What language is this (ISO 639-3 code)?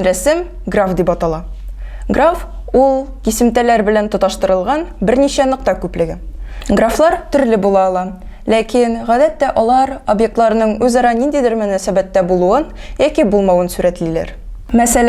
tat